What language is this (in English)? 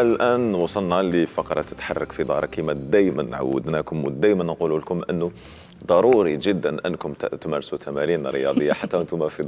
Algerian Arabic